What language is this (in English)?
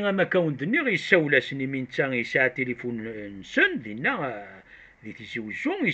Kabyle